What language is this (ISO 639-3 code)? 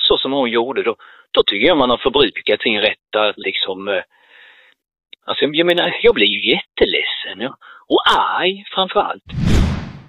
swe